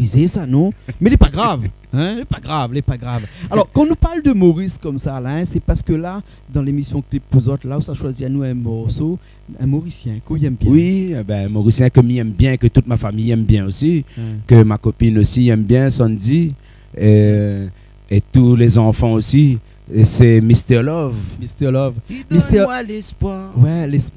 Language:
Réunion Creole French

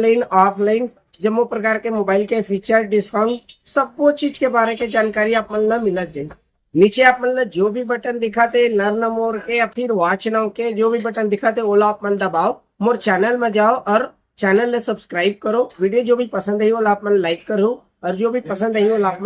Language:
Chhattisgarhi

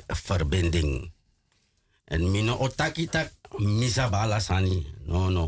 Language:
Sranan Tongo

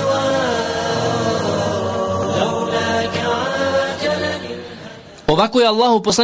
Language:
Bosnian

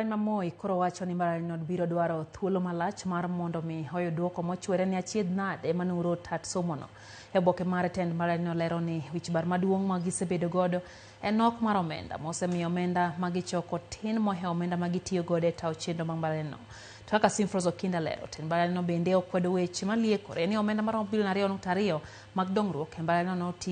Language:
Luo (Kenya and Tanzania)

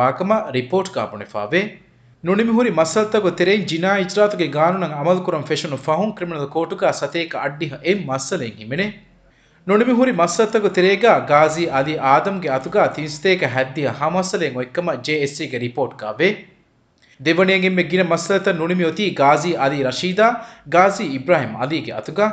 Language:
Divehi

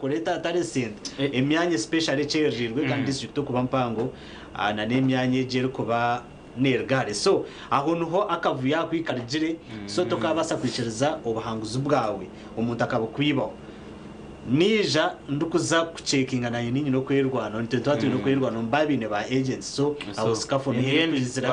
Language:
Nyankole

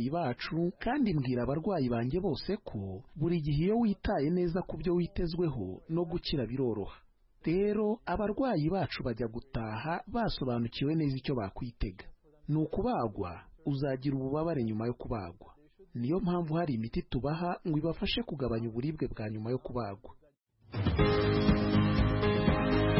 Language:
Kinyarwanda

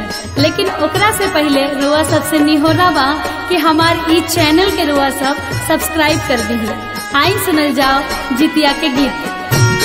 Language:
Bhojpuri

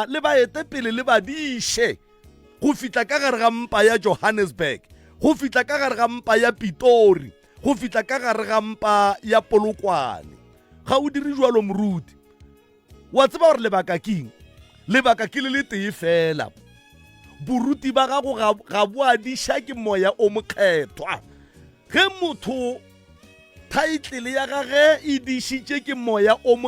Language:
Northern Sotho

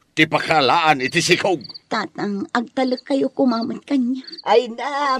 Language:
Iloko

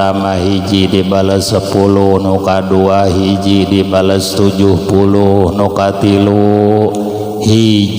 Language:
Sundanese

